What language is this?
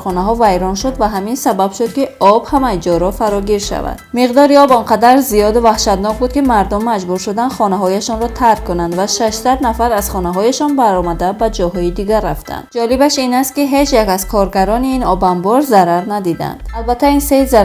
Tajik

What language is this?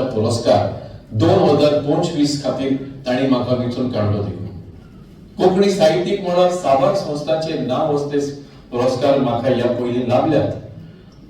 Konkani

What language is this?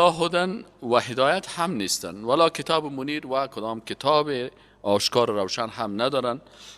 Persian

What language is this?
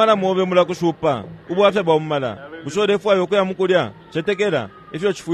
Bemba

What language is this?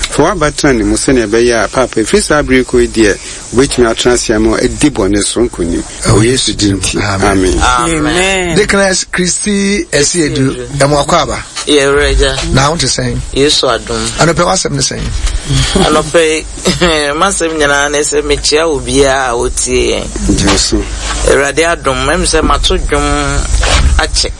Akan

